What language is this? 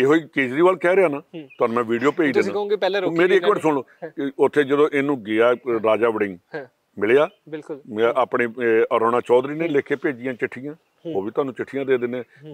Punjabi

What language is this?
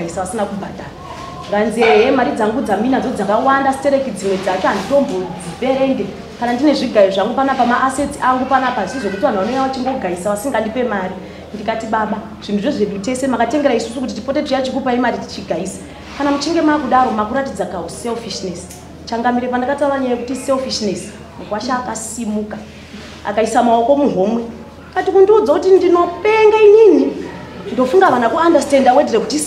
Shona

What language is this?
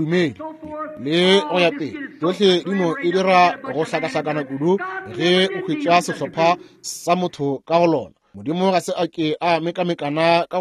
Northern Sotho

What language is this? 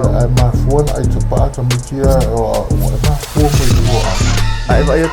Samoan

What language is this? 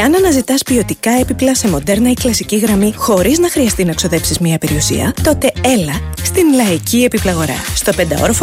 Greek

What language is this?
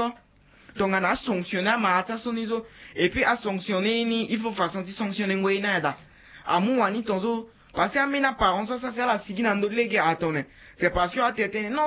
Sango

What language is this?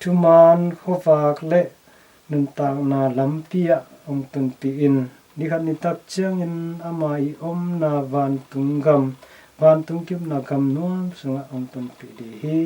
Tedim Chin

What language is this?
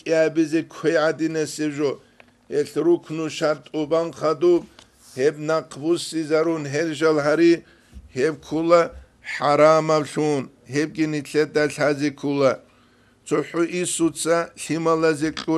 Avaric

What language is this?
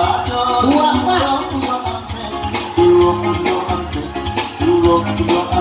Minangkabau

